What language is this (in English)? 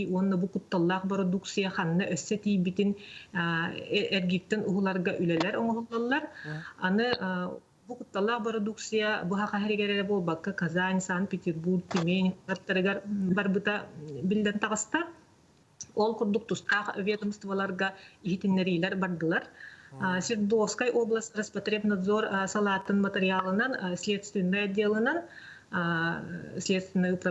Yakut